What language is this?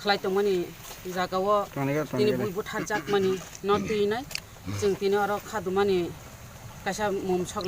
Kok Borok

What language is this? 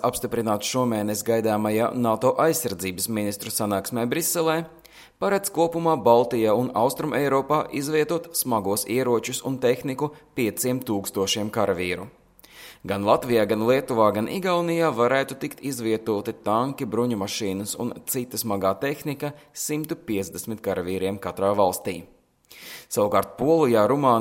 Latvian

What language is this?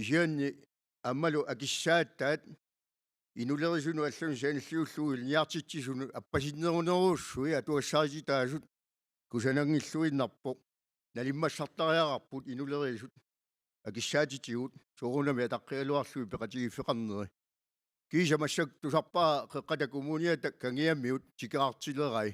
Kalaallisut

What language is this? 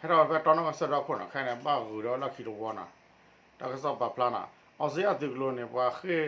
S'gaw Karen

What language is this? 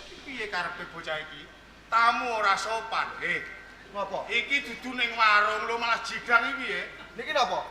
Javanese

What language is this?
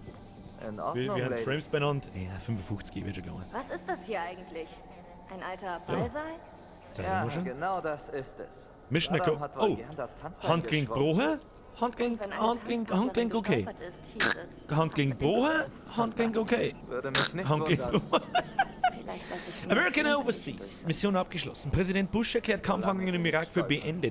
Bavarian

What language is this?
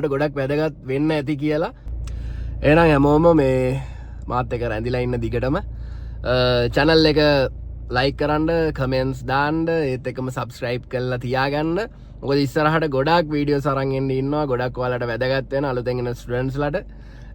Sinhala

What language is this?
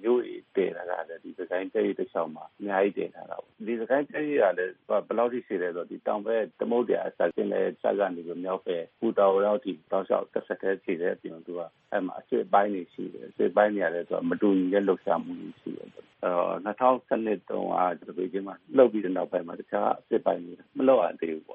Burmese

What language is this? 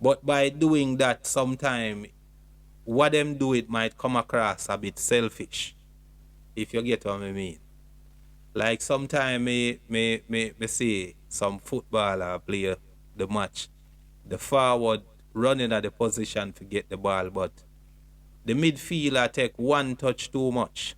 Jamaican Creole English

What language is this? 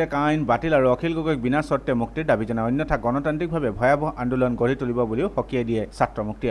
Assamese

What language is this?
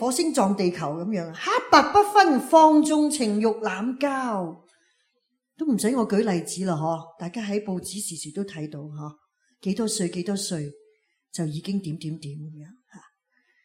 Cantonese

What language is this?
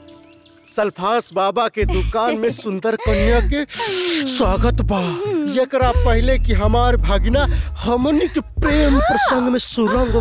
Bhojpuri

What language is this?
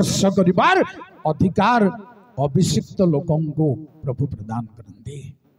Odia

